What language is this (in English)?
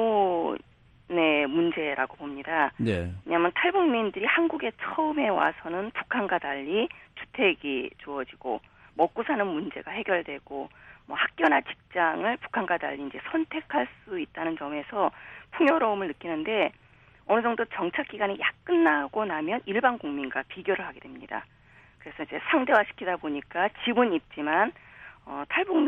Korean